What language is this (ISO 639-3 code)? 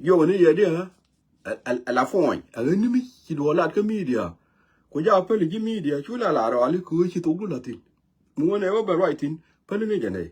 nus